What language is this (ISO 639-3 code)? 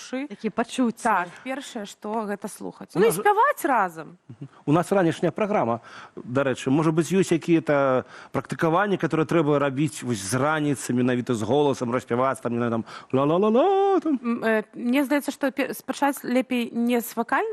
bel